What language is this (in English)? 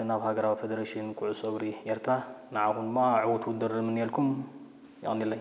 Tigrinya